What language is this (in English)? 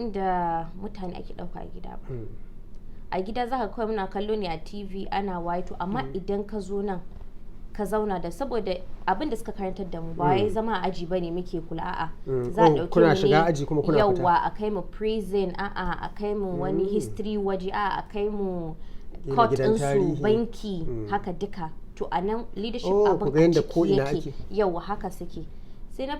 Hausa